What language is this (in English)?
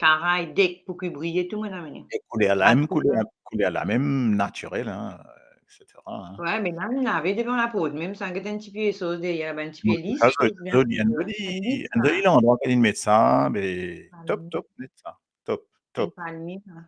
Morisyen